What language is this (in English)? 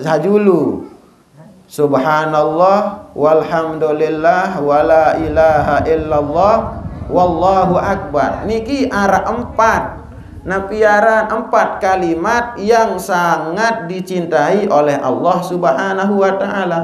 Sasak